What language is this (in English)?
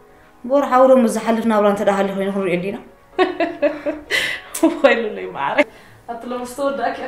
Tigrinya